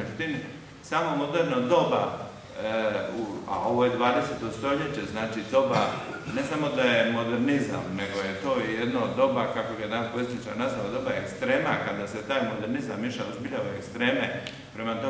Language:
Croatian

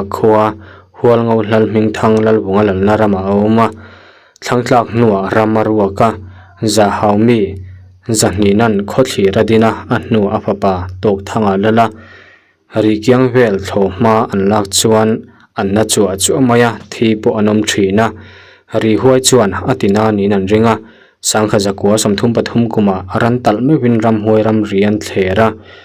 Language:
Mizo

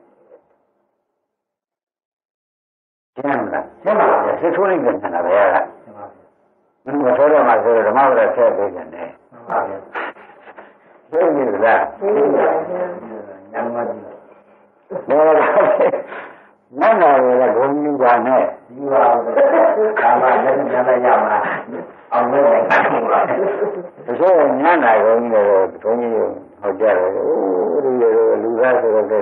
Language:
Burmese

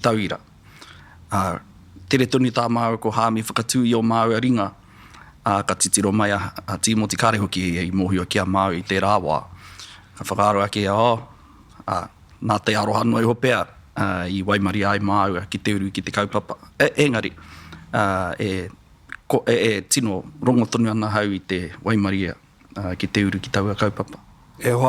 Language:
Māori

